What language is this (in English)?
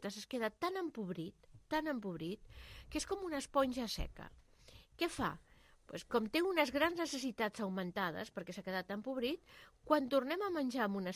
Catalan